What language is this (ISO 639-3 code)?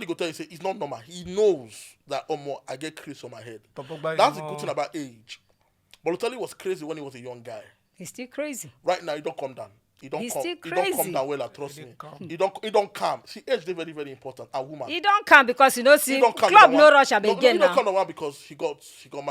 pcm